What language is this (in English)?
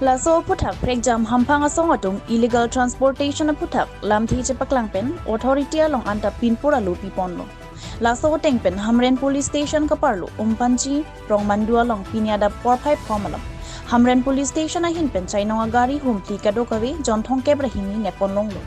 Karbi